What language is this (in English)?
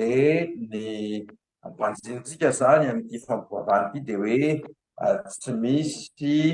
Malagasy